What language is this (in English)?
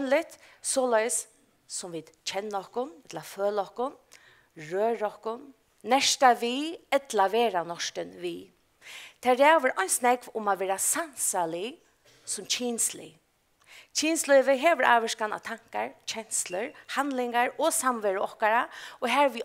Faroese